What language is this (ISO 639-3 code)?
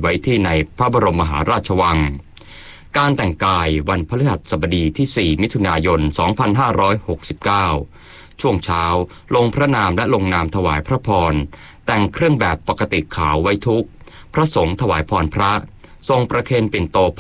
tha